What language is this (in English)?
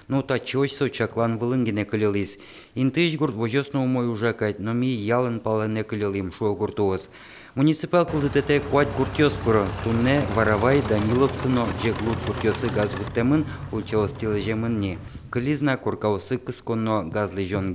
Udmurt